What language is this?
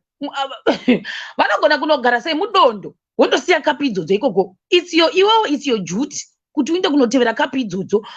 Shona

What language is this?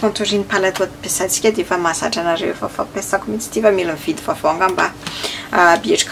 Malagasy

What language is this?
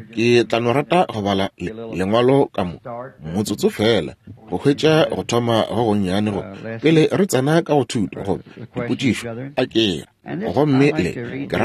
Northern Sotho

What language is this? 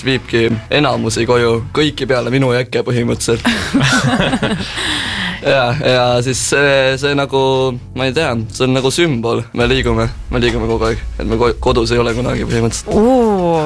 Estonian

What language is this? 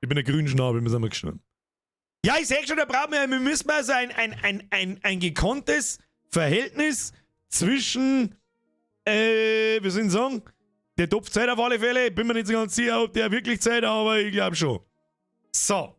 Bavarian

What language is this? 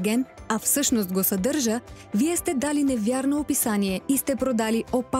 Bulgarian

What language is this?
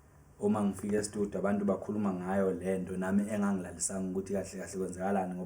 Zulu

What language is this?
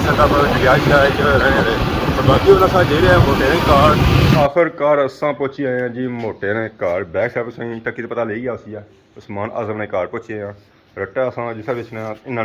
Pahari-Potwari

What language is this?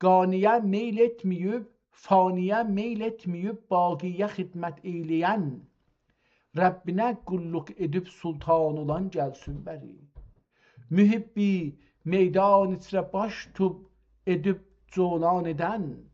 South Azerbaijani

